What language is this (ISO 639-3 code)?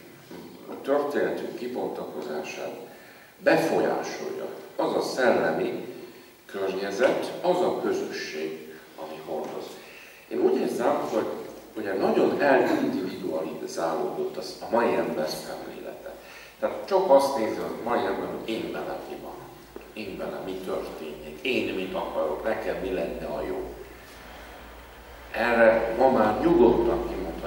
hun